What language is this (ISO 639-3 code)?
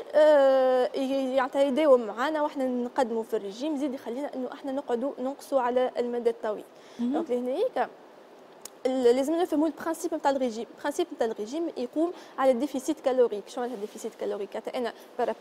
aeb